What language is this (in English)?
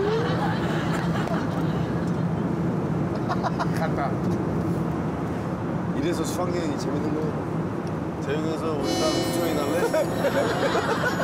Korean